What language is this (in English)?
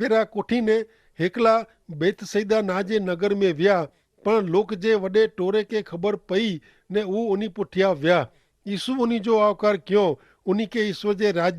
Kachhi